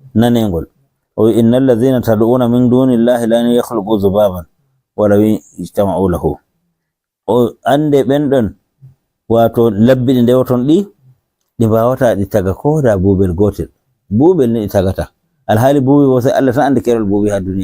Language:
Fula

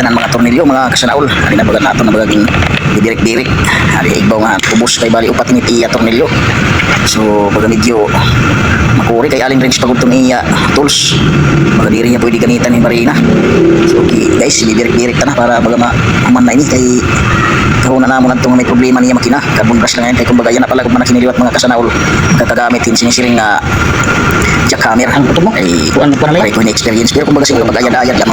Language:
Waray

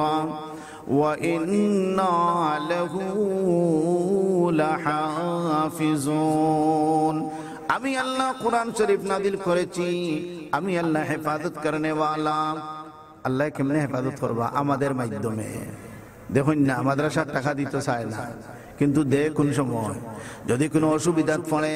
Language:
Sylheti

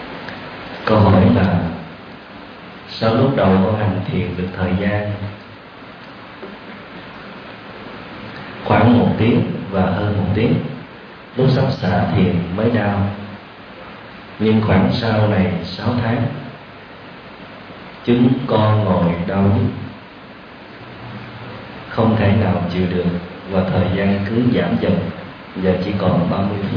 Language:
Vietnamese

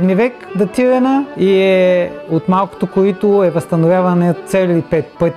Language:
Bulgarian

